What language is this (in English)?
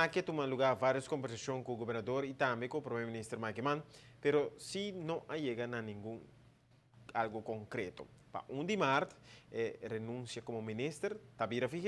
Papiamento